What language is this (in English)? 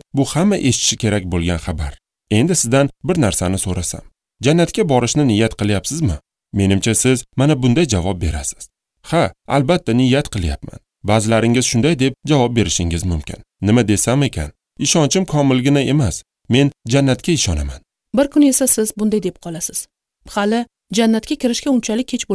Uzbek